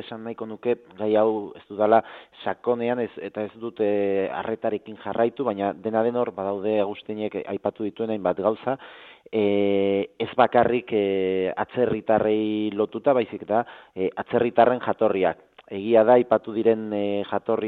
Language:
Basque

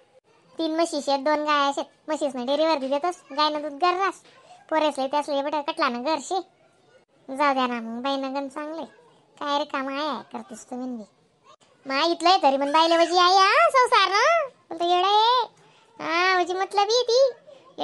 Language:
Khandesi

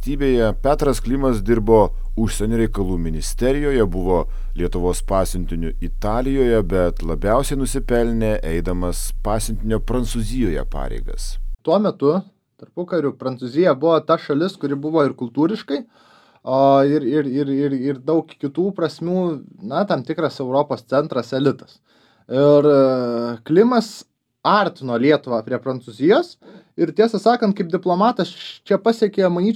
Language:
Lithuanian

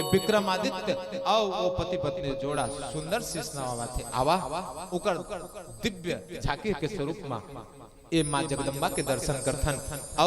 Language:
Chhattisgarhi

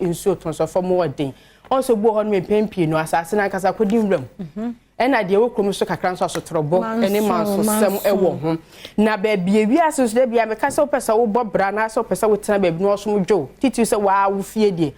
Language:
Akan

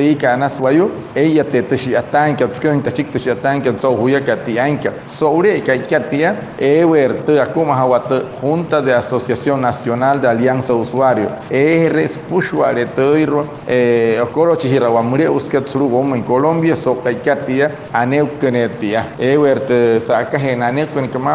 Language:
Wayuu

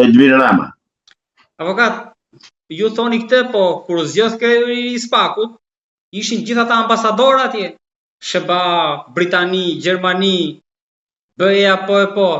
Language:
Albanian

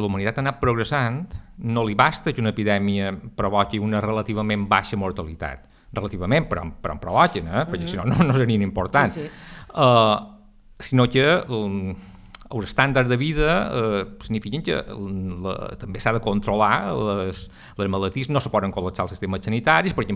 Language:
Catalan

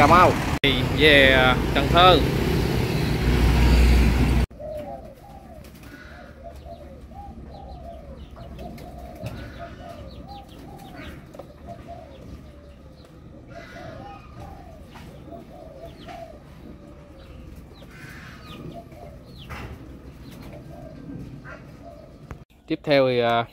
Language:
Vietnamese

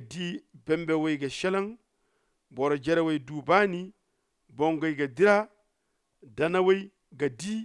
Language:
Zarma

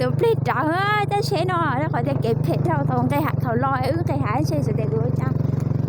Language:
Hmong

